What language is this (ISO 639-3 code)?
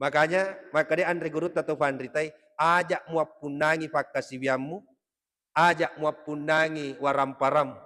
bug